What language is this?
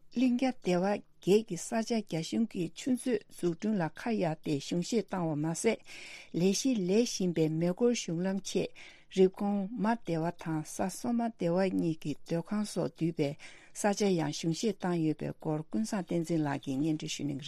Tibetan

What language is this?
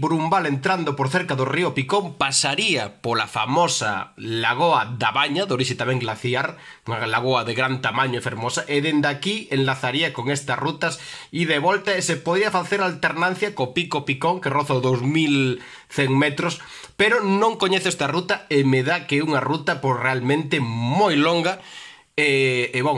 Galician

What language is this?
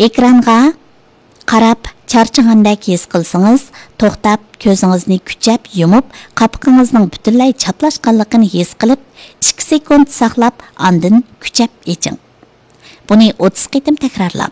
Uyghur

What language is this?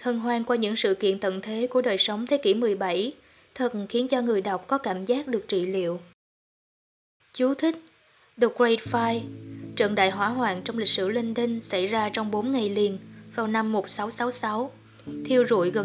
Vietnamese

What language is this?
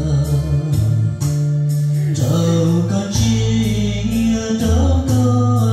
Vietnamese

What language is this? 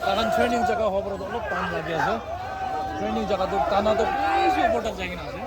Naga Pidgin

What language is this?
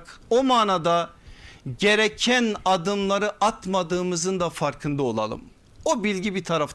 Turkish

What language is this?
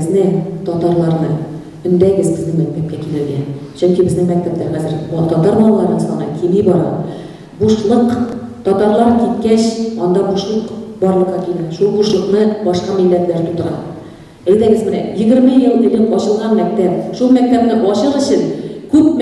Tatar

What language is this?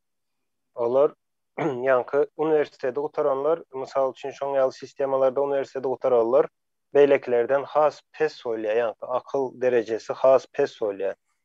Turkmen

